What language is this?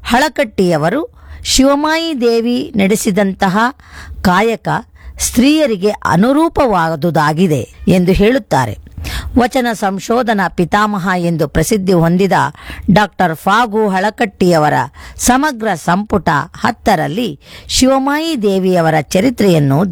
Kannada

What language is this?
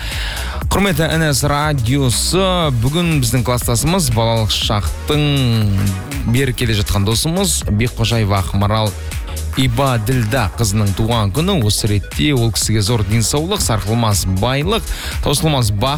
Kazakh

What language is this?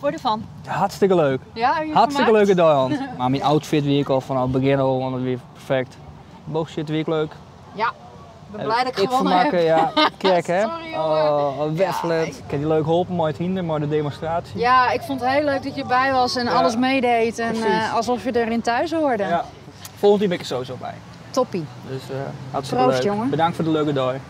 Western Frisian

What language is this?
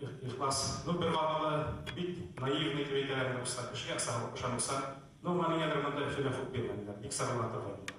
Bashkir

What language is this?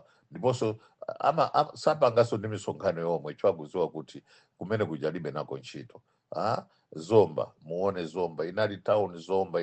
Nyanja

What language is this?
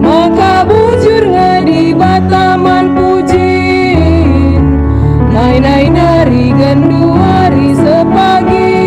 Batak Karo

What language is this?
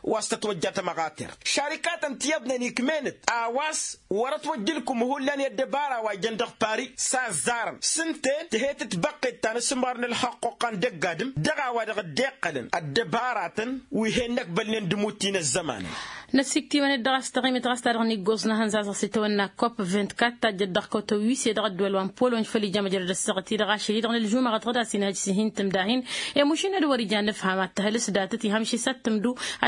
Tamasheq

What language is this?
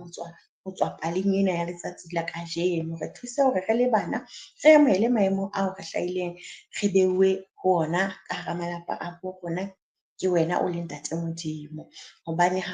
Southern Sotho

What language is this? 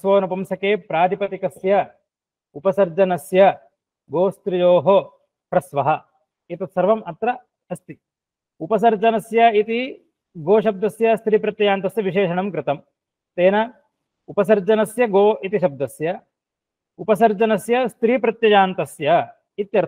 Sanskrit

